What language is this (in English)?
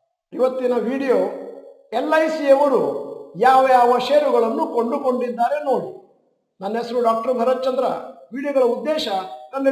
Kannada